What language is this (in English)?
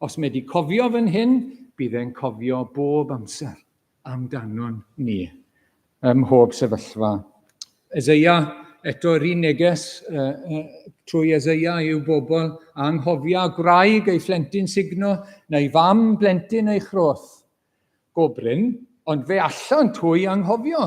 Welsh